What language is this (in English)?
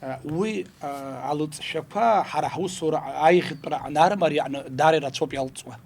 Abkhazian